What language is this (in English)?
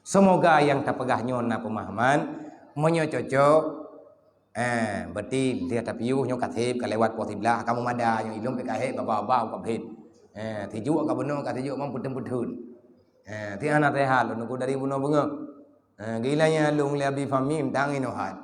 Achinese